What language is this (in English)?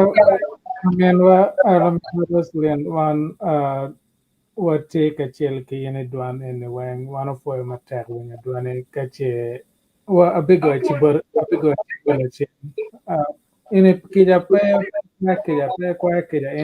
Acoli